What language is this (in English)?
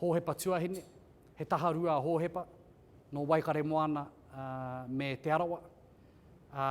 Māori